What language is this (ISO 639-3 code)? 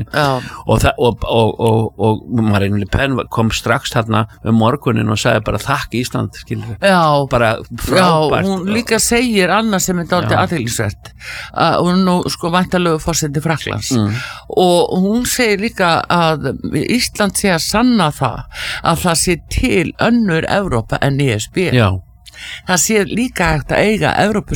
isl